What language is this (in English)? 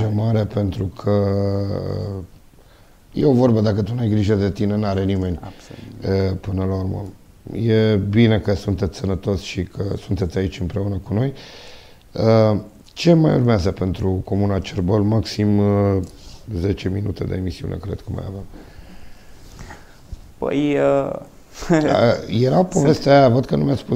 Romanian